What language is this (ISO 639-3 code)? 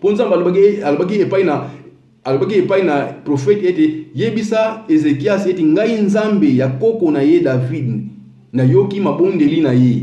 lin